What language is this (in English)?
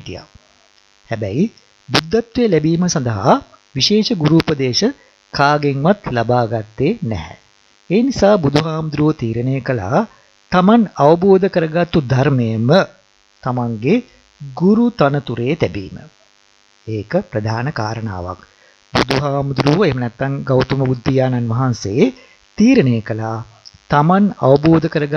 Sinhala